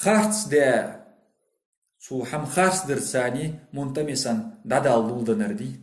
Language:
Ingush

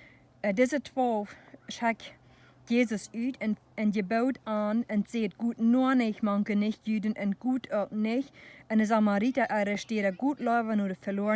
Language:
Plautdietsch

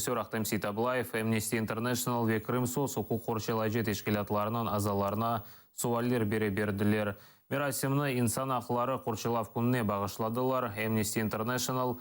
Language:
Crimean Tatar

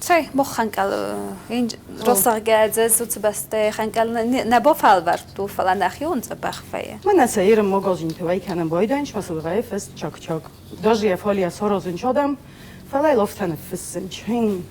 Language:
Ossetic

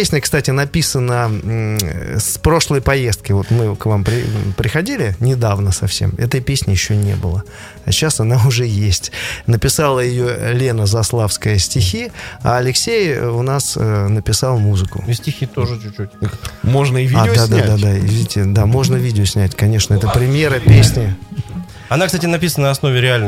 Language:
Russian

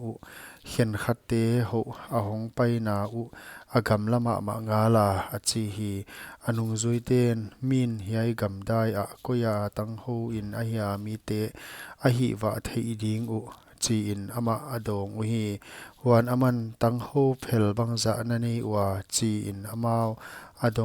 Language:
Paite Chin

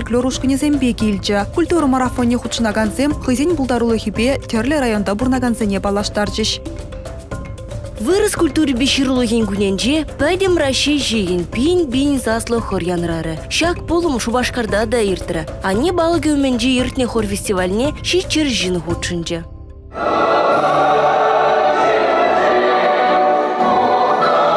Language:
Chuvash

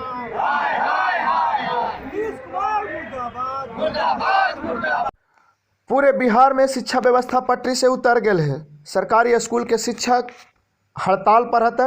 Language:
Magahi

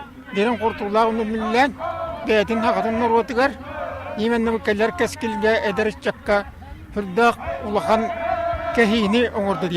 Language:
Yakut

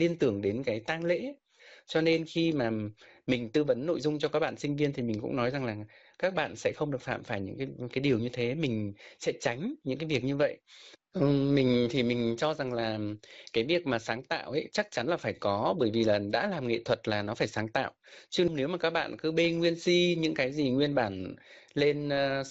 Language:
Vietnamese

